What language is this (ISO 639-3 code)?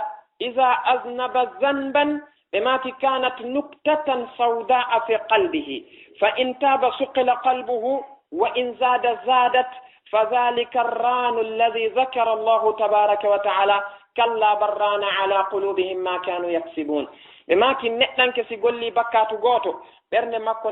ful